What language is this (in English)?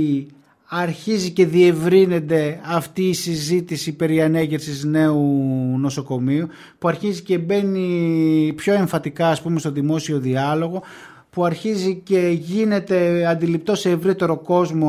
Greek